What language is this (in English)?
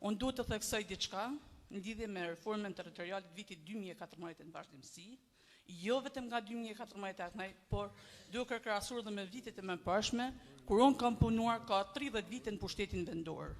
Albanian